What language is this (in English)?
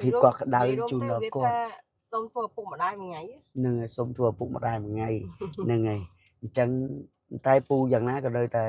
Khmer